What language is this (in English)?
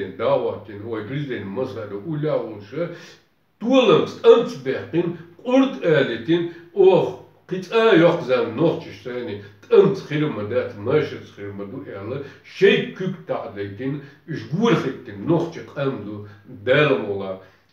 Chechen